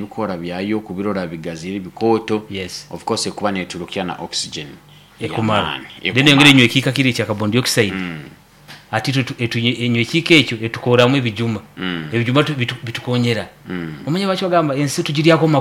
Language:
Nyoro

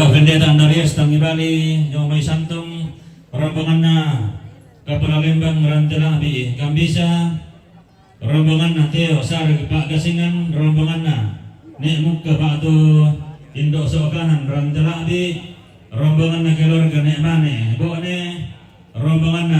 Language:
Toraja-Sa'dan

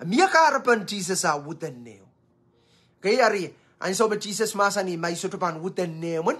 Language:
Pohnpeian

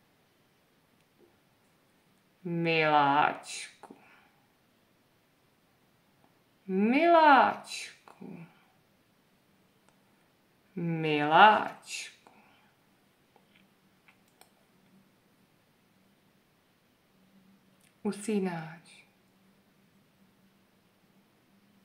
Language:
Czech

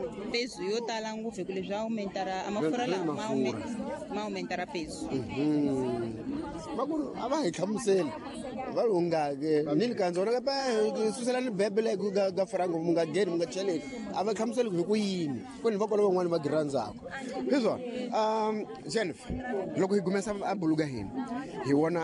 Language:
Tsonga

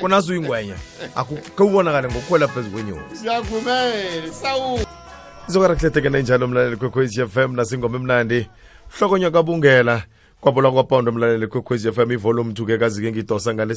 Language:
South Ndebele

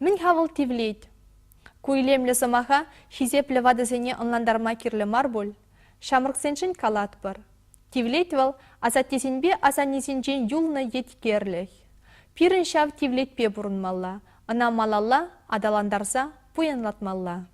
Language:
Chuvash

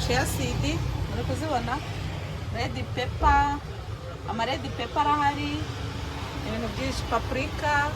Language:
Kinyarwanda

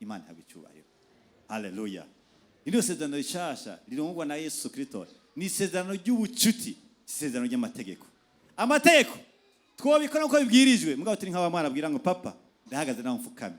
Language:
Rundi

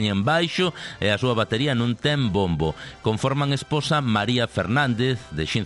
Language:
Galician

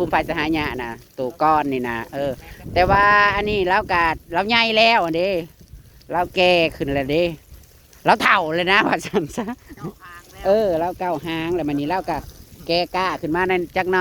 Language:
Northeastern Thai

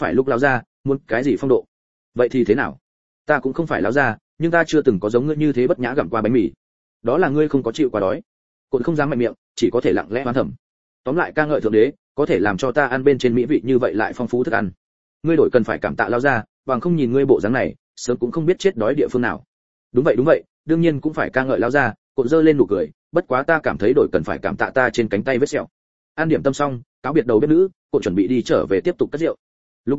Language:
Vietnamese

